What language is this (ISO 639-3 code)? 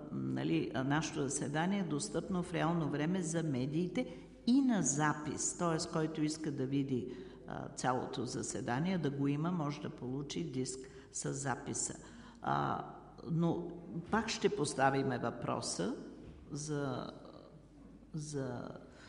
bul